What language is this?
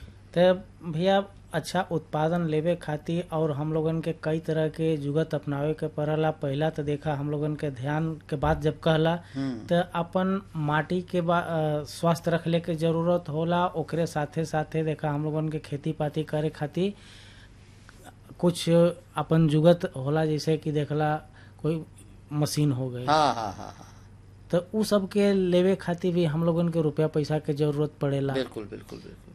Bhojpuri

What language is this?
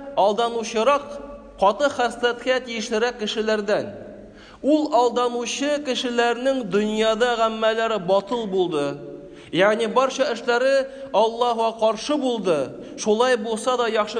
Tatar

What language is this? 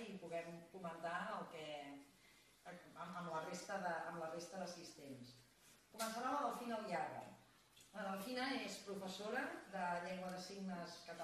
Catalan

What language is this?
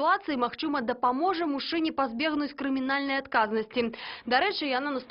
Belarusian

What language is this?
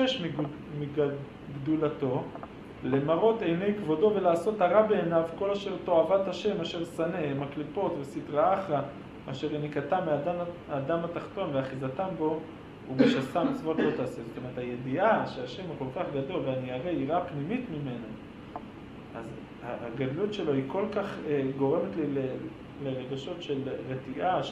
Hebrew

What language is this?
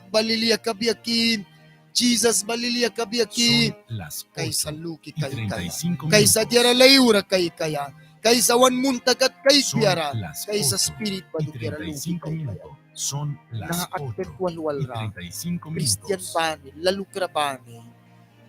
Mískito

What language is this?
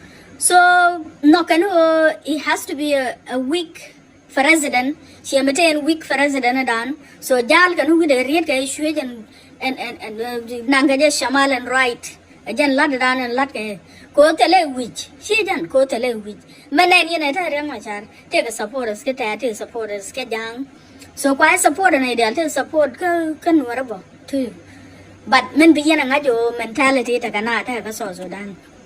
Nuer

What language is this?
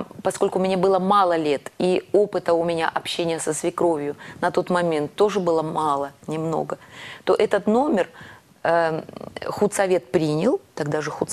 Russian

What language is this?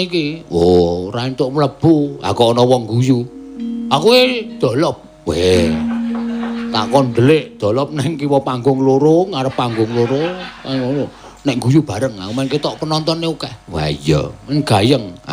Javanese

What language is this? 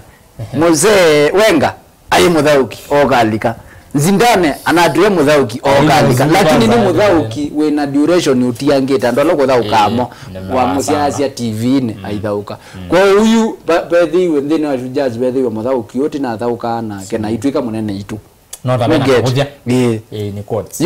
Kamba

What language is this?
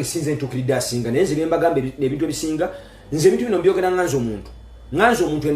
Ganda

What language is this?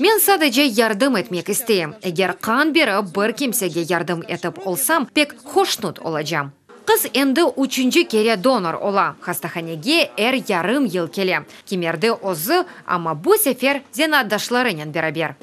Crimean Tatar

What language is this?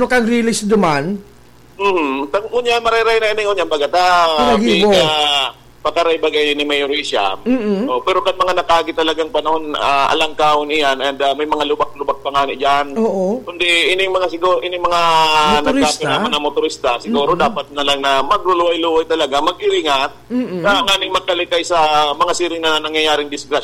Bikol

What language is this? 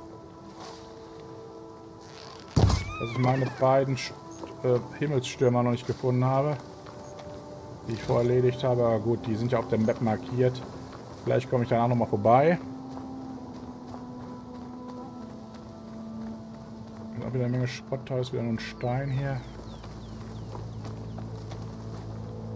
German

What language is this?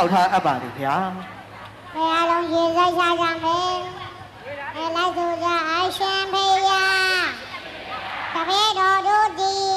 Burmese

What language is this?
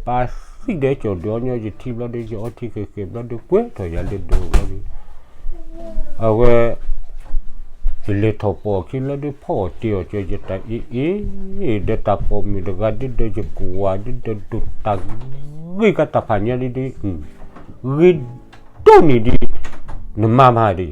S'gaw Karen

